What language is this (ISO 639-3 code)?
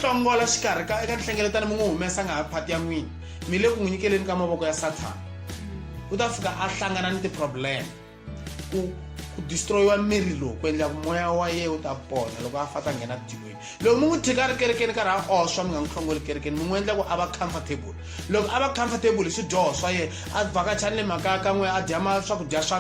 tso